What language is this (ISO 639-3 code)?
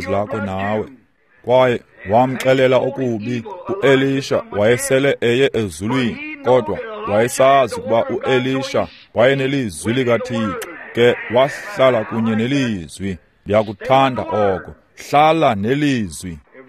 xho